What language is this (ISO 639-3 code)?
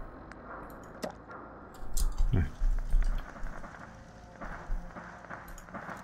fin